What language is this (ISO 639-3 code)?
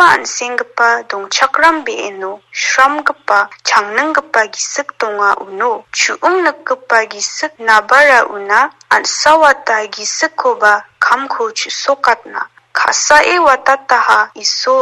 grt